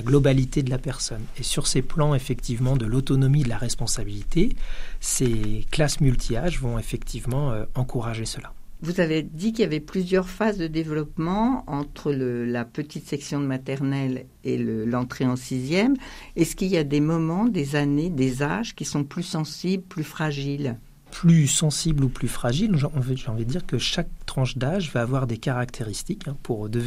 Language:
French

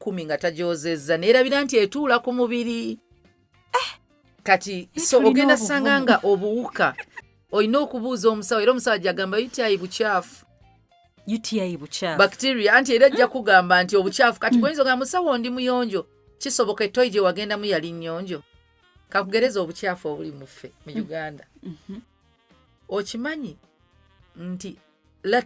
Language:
Ganda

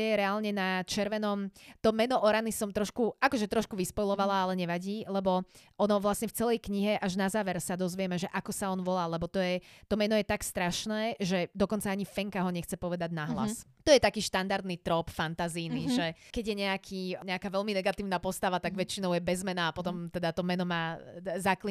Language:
Slovak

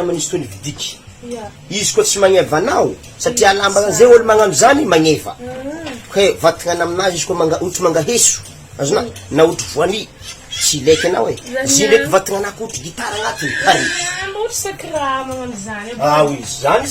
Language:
Malagasy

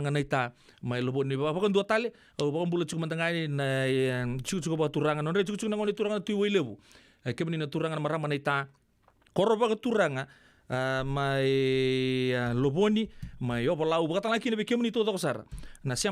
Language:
Fijian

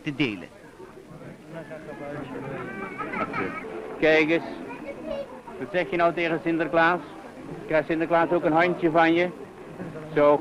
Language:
Dutch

